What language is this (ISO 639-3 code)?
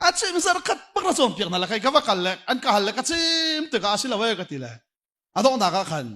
cnh